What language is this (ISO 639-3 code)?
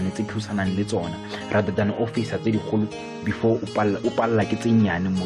sot